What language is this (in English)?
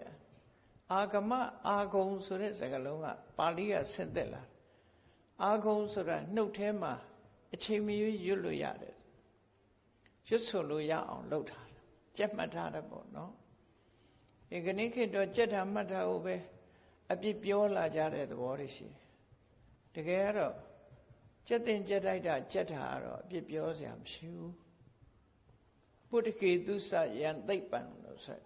Burmese